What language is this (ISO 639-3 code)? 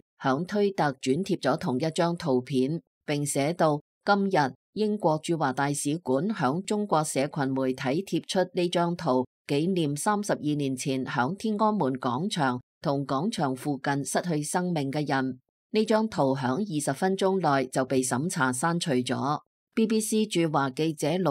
yue